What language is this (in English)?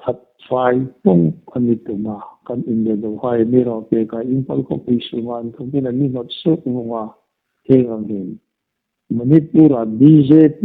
Hmar